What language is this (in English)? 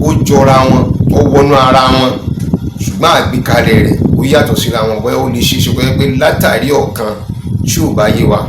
Yoruba